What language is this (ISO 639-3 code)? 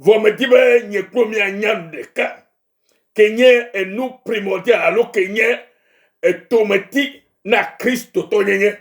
ewe